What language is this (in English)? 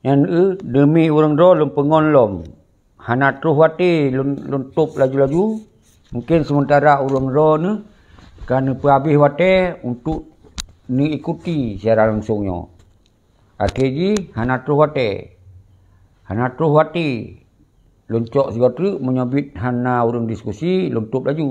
Achinese